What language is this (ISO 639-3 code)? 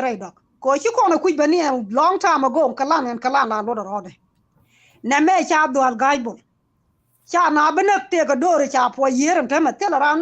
nus